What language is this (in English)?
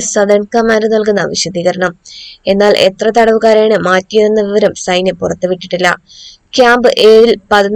Malayalam